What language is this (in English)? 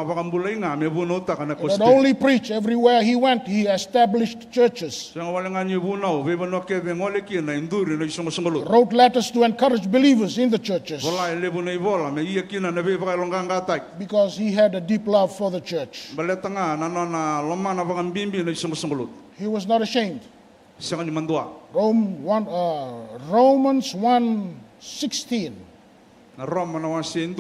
Fijian